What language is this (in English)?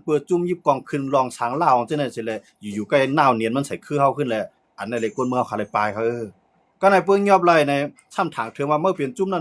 Shan